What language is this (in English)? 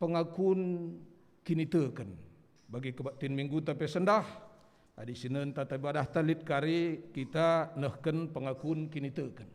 Batak Karo